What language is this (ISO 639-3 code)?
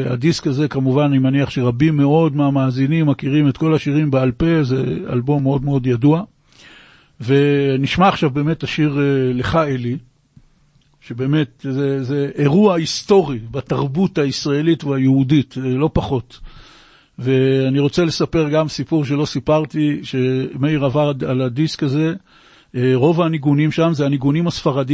heb